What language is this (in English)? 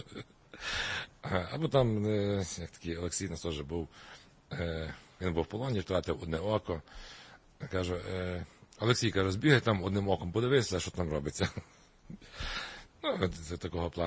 Ukrainian